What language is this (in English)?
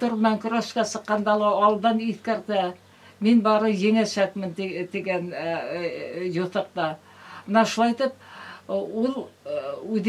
Bashkir